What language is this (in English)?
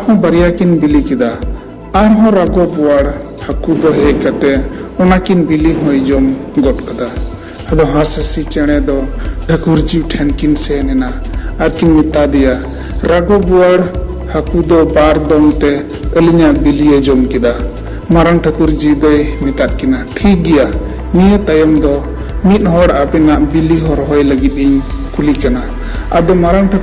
Santali